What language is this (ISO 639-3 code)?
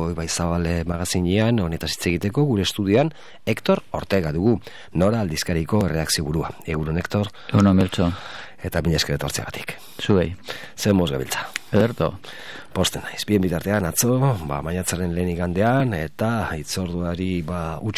eus